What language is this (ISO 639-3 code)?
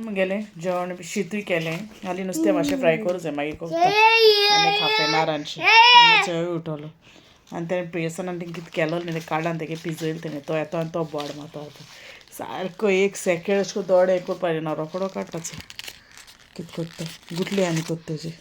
kok